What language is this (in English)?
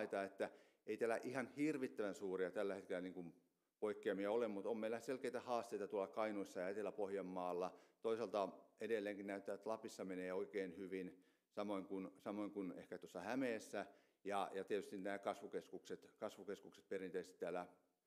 Finnish